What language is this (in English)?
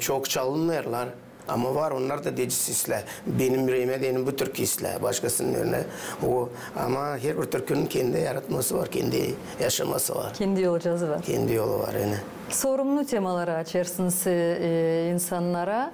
Gagauz